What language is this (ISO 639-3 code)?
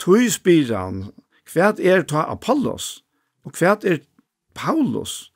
fao